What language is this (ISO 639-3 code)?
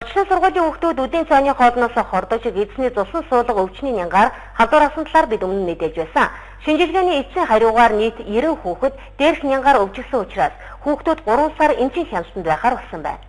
mon